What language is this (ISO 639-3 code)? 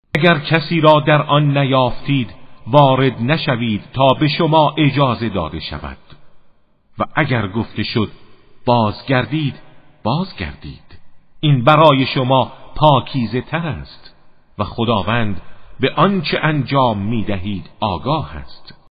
fas